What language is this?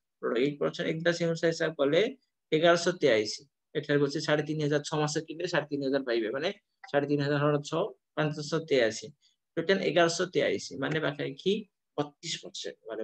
Odia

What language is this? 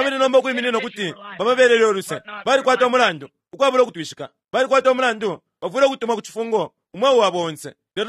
Bemba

